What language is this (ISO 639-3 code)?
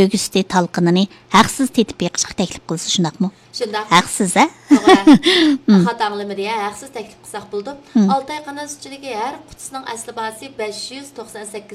uig